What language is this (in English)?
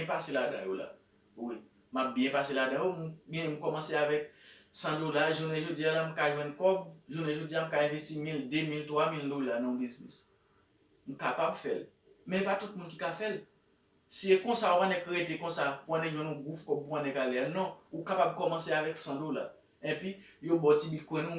Haitian Creole